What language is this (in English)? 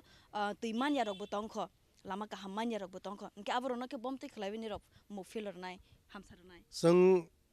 Kok Borok